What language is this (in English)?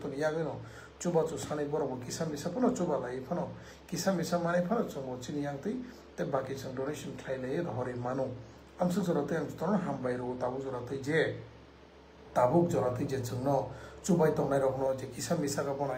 Riang (India)